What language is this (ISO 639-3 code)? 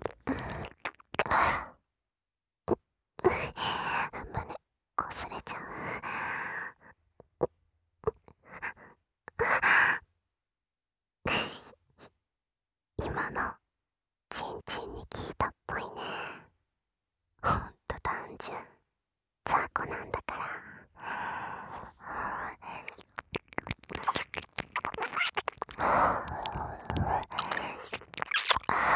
jpn